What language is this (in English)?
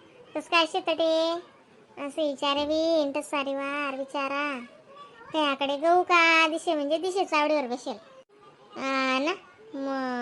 Khandesi